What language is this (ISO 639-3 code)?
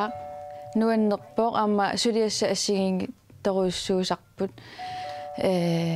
kal